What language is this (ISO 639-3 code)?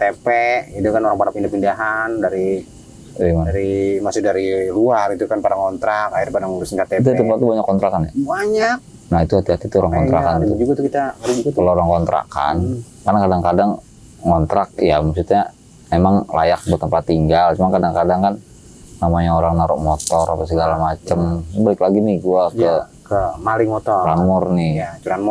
bew